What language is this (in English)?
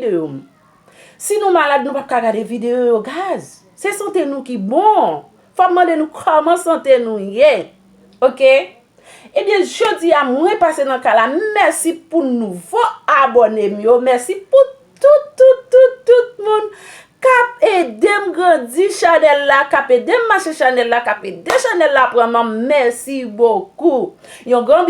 Haitian Creole